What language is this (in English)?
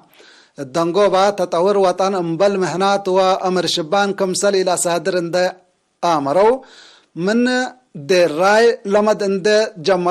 Tigre